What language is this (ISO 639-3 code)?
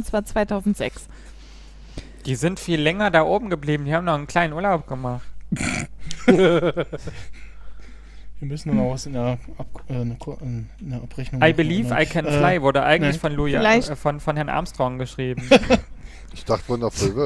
deu